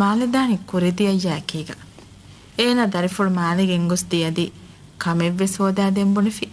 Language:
Divehi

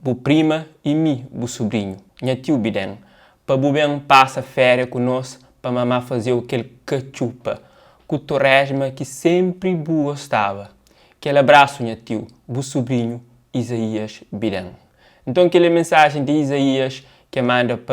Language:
Kabuverdianu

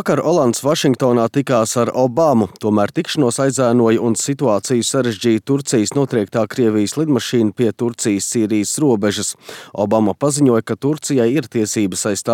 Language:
Latvian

